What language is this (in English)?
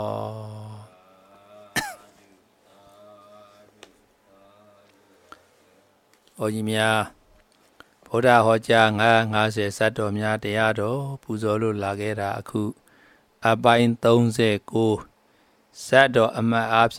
Burmese